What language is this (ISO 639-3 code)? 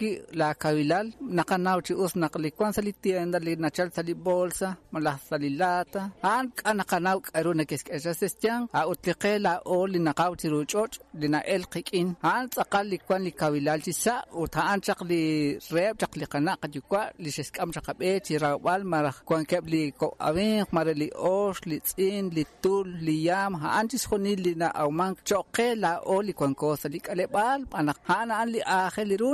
kek